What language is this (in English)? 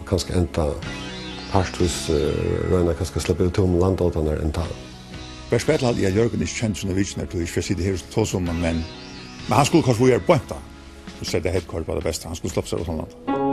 Faroese